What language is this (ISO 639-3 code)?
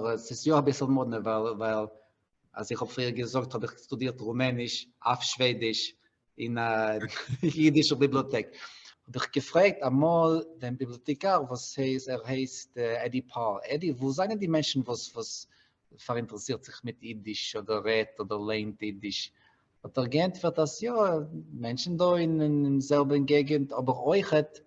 yid